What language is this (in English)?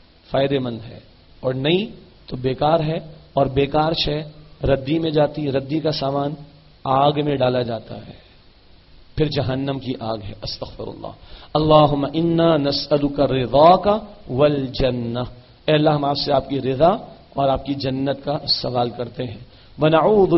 Urdu